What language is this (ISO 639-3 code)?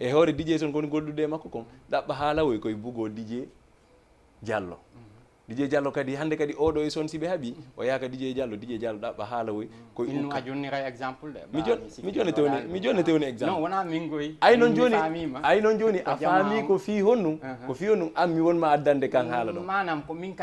ful